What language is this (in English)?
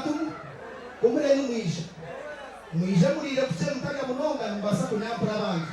Nyankole